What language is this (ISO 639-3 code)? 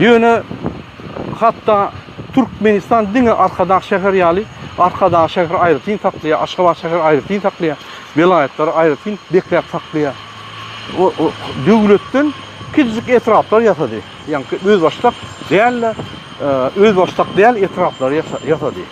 tuk